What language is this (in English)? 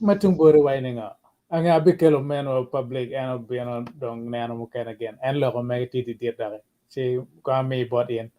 Acoli